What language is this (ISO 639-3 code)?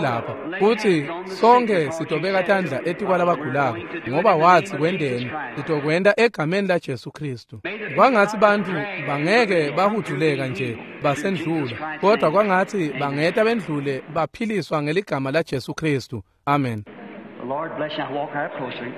ssw